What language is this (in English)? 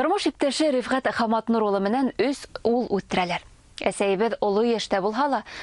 Bashkir